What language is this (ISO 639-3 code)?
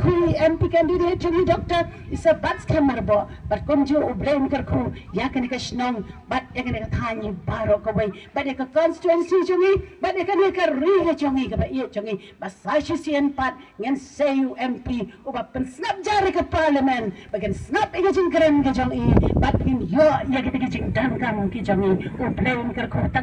kha